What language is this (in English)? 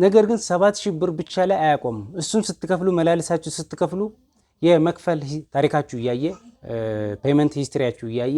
Amharic